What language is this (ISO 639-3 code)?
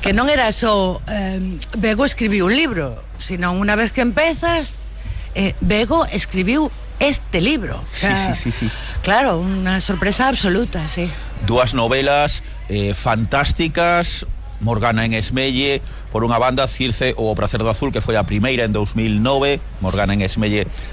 glg